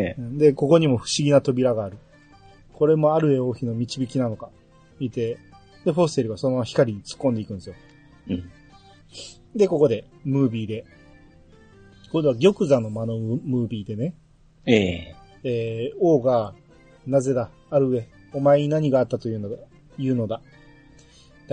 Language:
Japanese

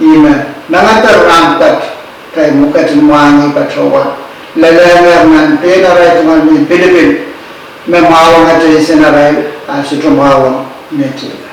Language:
Pohnpeian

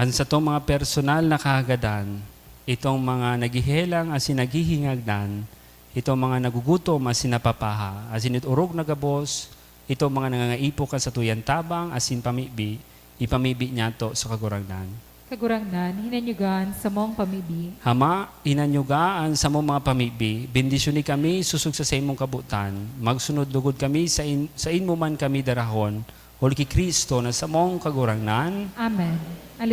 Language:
Bikol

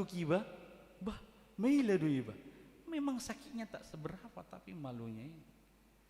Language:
Batak Toba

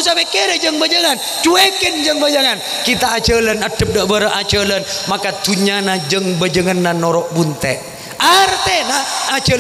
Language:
Madurese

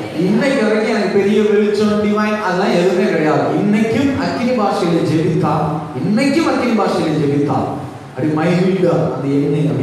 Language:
Tamil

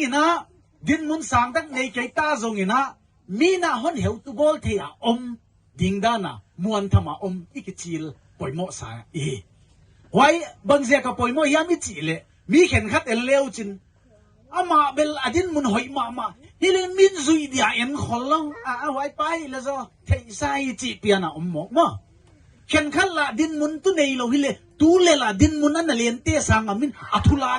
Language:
Paite Chin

